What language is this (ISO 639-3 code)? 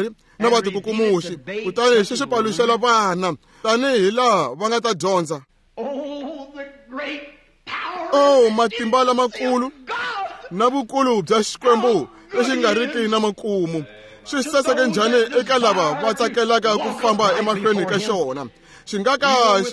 tso